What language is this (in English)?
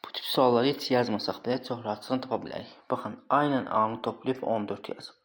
Azerbaijani